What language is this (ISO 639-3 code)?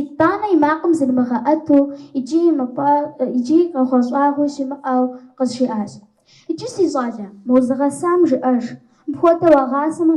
kbd